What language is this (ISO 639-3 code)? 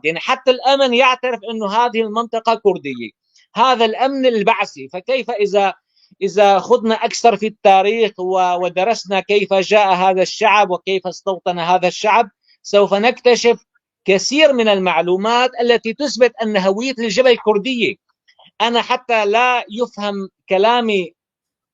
apc